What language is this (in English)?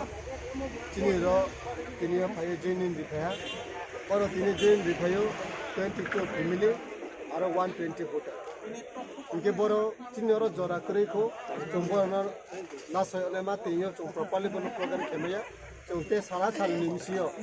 Kok Borok